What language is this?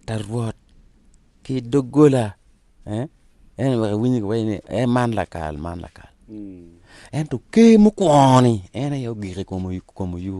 Acoli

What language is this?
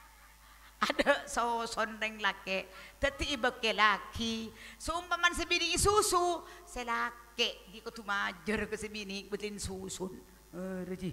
Madurese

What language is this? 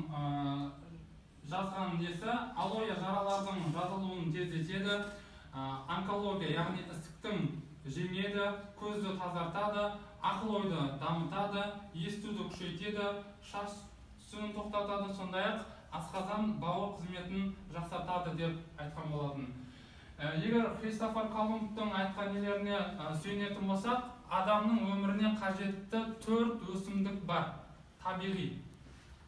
Kazakh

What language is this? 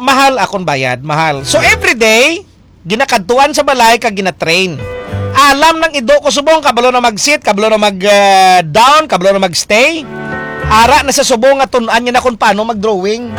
Hiligaynon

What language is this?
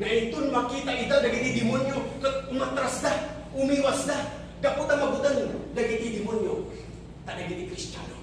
Iloko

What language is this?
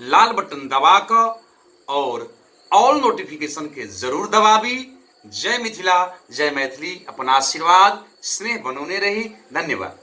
Maithili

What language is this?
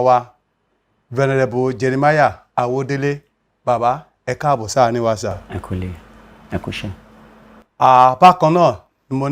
Yoruba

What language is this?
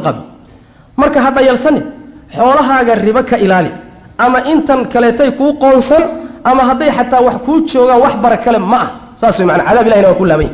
Somali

